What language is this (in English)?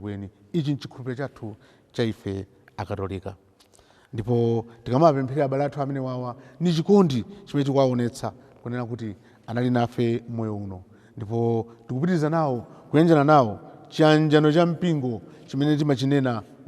Nyanja